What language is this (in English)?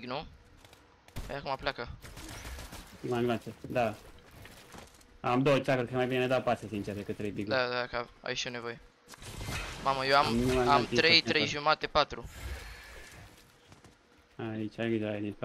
Romanian